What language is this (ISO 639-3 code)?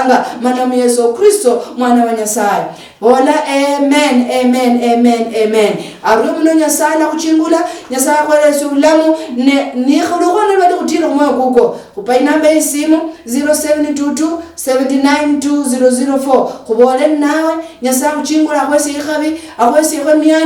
luy